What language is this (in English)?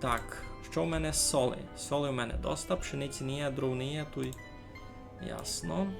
Rusyn